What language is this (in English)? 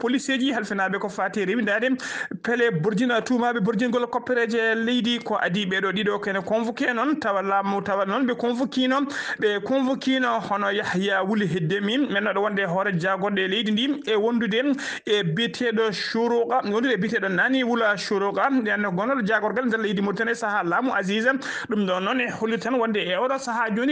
Fula